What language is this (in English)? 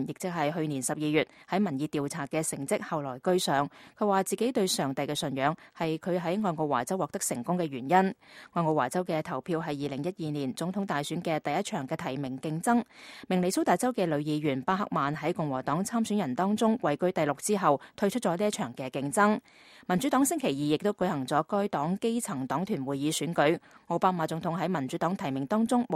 Cantonese